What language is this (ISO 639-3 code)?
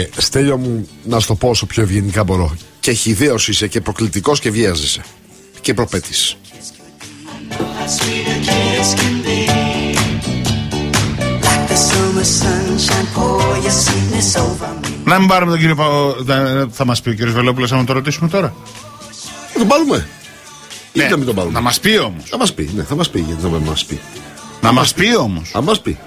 ell